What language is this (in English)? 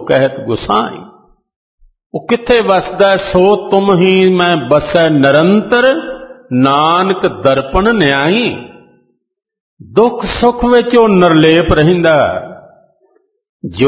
Punjabi